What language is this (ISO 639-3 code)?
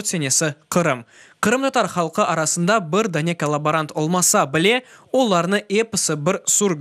crh